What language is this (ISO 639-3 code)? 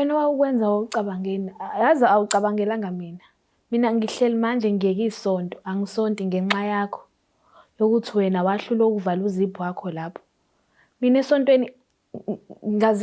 zul